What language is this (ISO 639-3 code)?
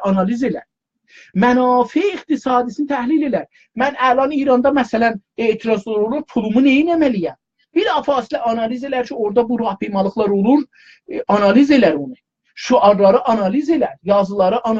azb